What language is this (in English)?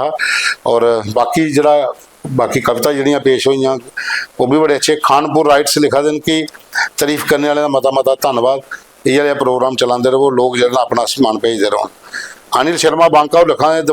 Dogri